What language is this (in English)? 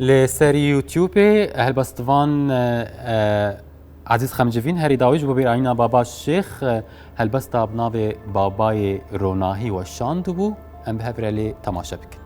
Kurdish